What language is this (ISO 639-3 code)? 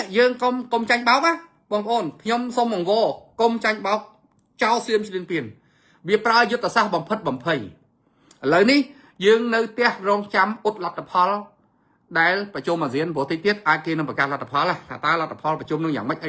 khm